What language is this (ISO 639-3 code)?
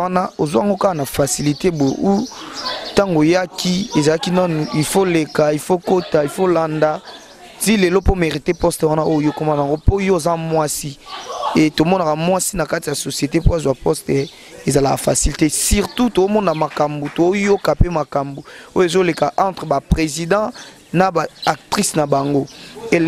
lin